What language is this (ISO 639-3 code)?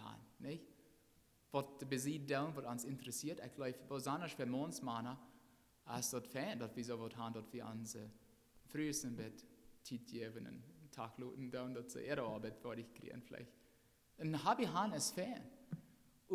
pdt